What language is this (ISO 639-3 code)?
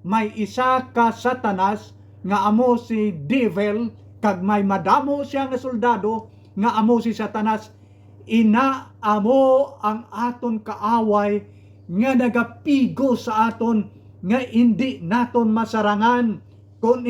hil